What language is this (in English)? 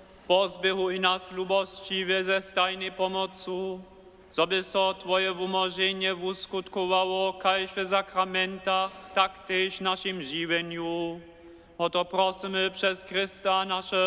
Upper Sorbian